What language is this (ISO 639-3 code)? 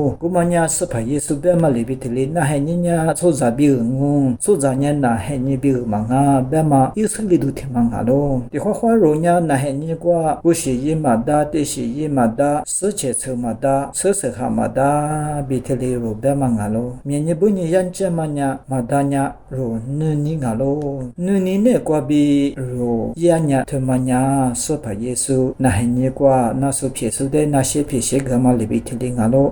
lis